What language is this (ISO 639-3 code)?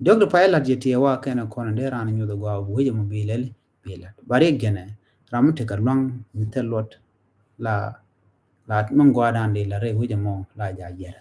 nus